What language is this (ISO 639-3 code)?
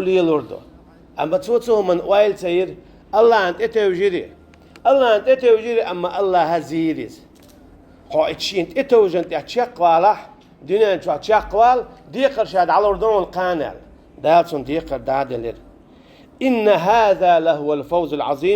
che